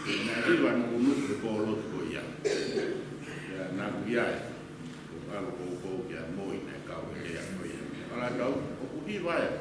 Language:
Tongan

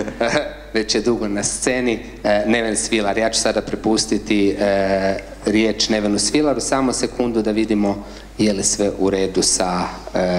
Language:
Croatian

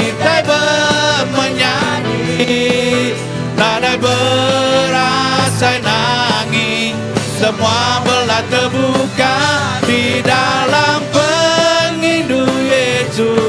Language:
Iban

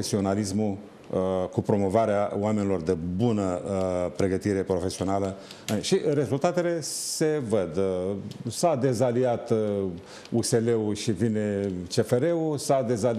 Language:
Romanian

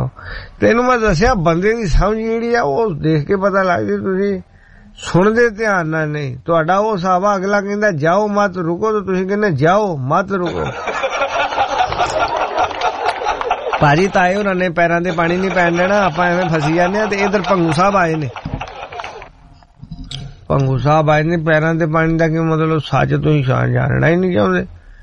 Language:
Punjabi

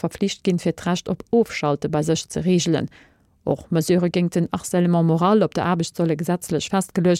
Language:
Luxembourgish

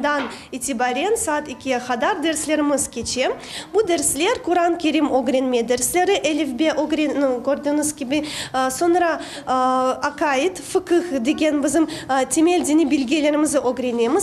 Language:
Crimean Tatar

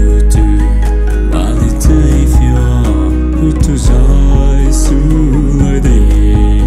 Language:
Poumei Naga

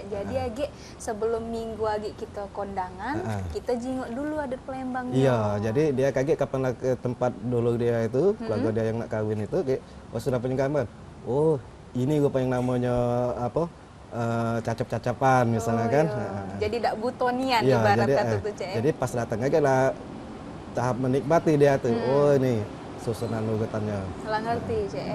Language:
Musi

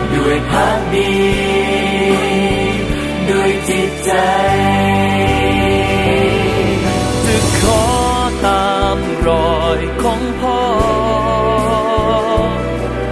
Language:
Thai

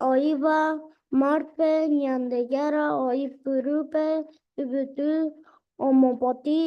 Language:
Guarani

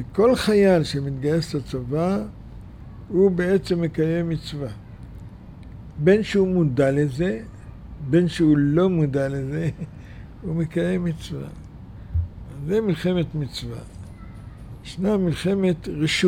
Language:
Hebrew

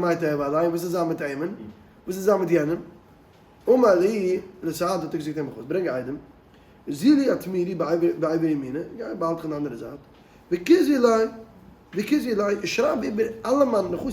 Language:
Yiddish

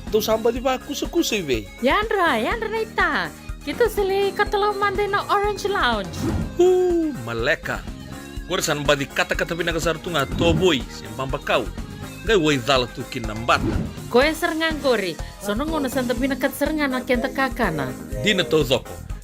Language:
Fijian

